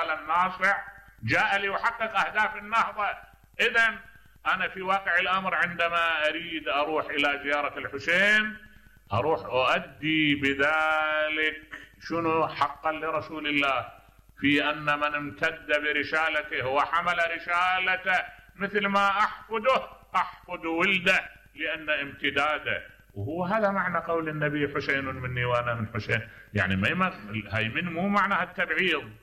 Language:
Mesopotamian Arabic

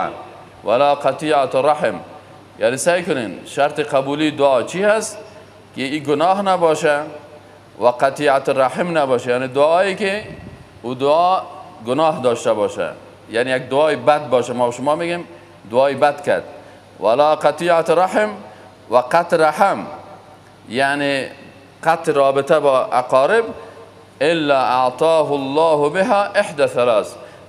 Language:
Persian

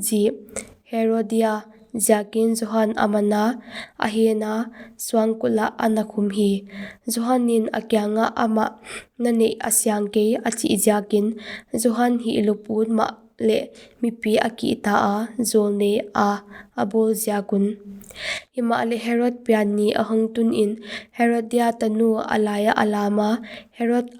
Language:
Paite Chin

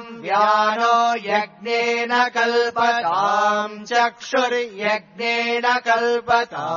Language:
Sanskrit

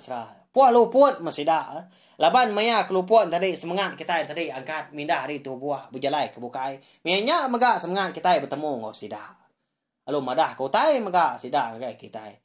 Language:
Iban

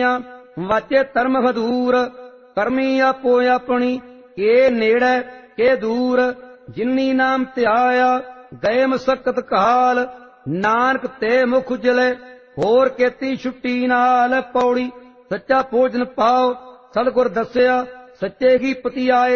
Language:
Punjabi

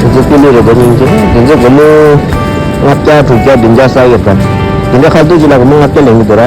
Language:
Tibetan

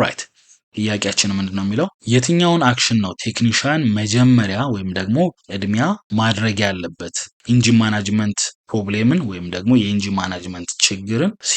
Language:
Amharic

